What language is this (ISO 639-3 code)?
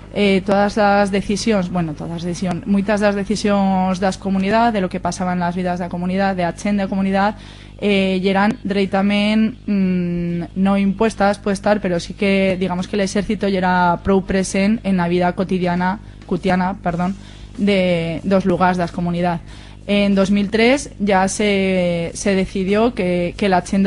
arg